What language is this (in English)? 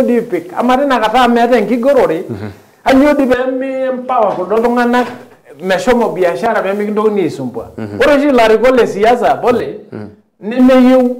Masai